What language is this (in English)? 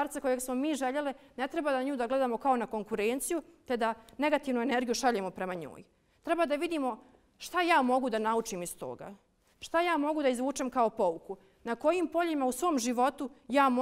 Bosnian